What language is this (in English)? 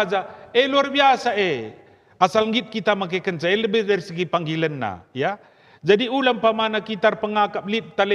Batak Karo